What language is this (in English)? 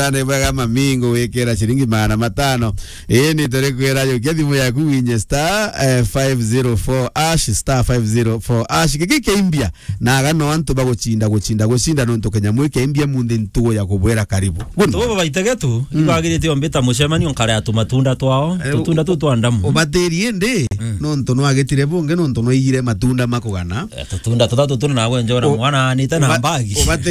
Meru